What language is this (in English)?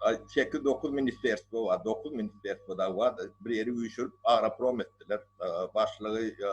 Turkmen